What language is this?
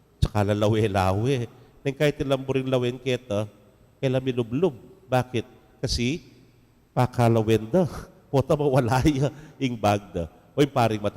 Pampanga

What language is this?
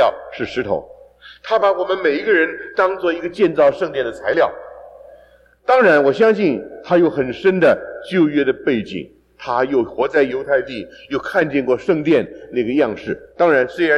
Chinese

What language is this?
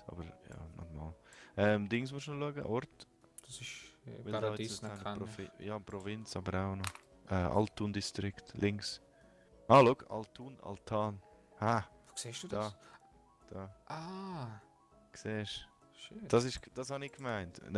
Swiss German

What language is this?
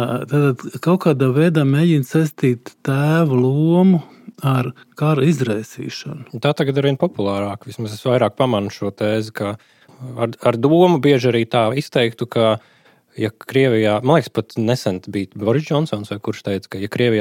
Latvian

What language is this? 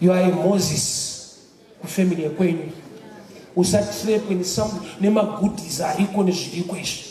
Shona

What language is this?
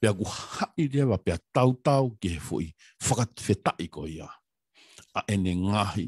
Tongan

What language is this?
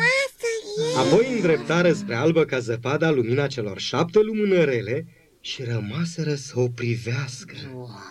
Romanian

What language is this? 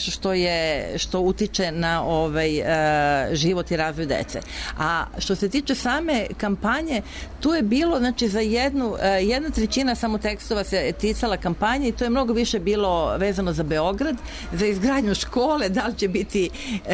Serbian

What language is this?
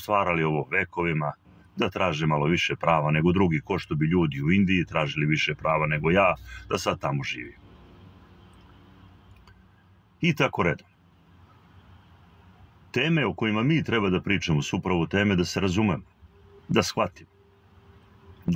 Serbian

